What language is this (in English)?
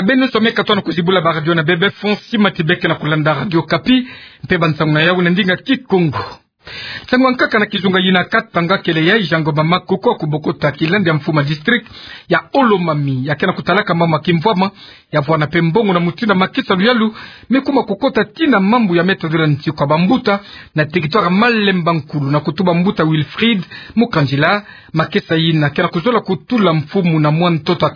Kituba (Democratic Republic of Congo)